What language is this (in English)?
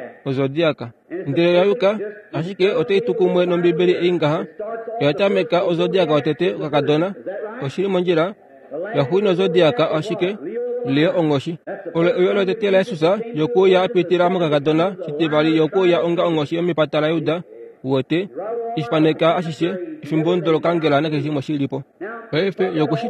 Kuanyama